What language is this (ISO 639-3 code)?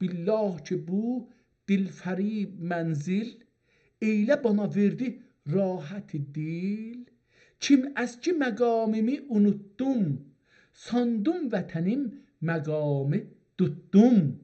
azb